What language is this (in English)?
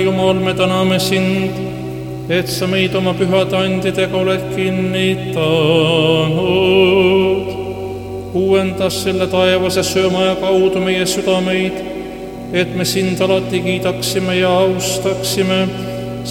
Estonian